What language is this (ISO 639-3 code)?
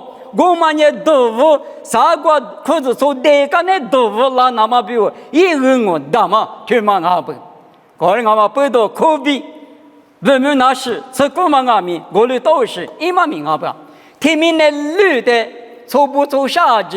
lis